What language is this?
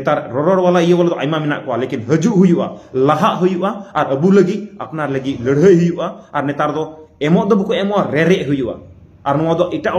Santali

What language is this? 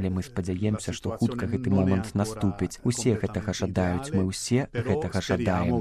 Belarusian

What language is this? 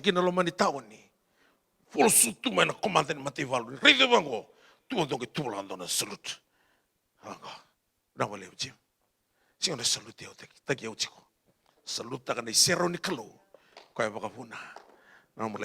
Fijian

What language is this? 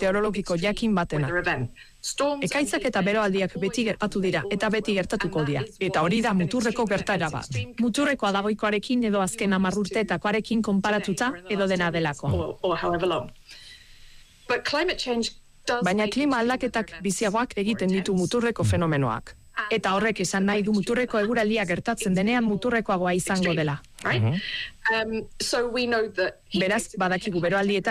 Basque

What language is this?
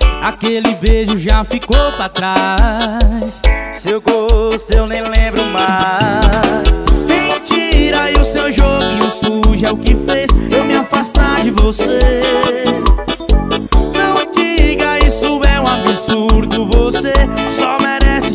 Portuguese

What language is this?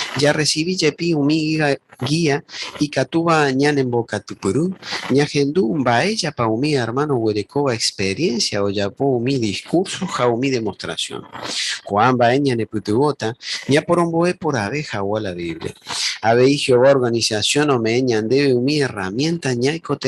Guarani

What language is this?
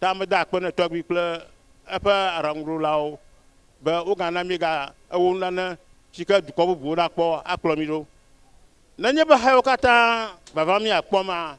Ewe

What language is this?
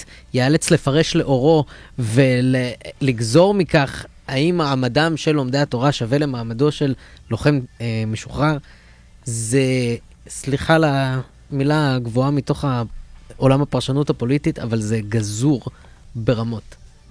Hebrew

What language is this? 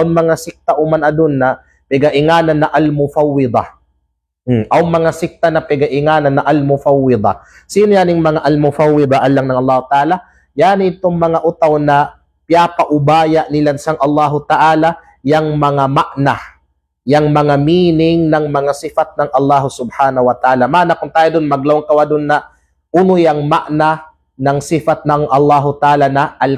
Kalagan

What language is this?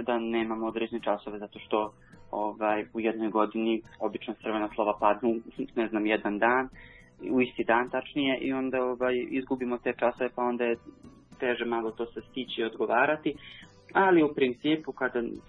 Serbian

